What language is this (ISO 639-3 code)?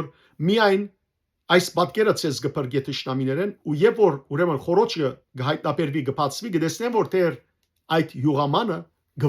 hyw